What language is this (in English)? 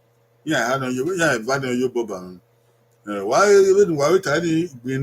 Bini